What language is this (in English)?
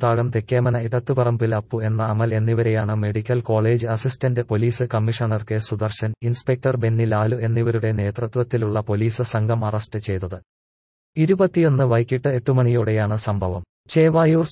Malayalam